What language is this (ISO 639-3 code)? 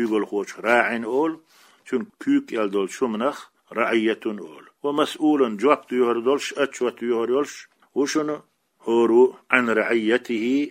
che